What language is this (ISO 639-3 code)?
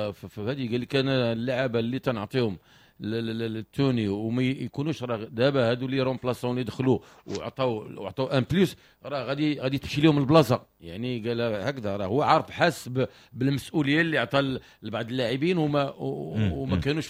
ary